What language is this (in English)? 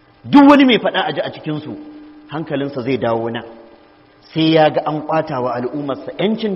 Hausa